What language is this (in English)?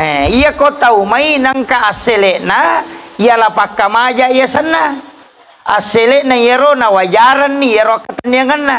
Buginese